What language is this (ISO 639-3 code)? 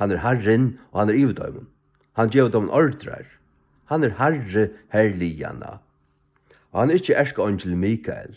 fao